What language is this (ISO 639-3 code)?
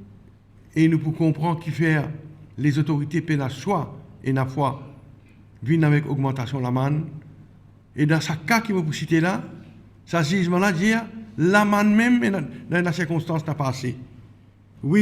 mfe